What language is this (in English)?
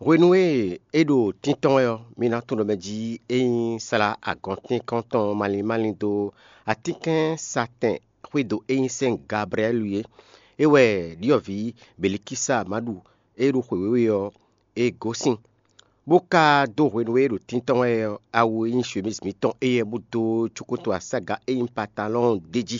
Fon